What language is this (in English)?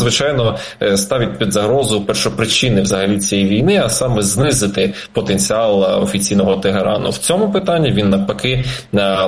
Ukrainian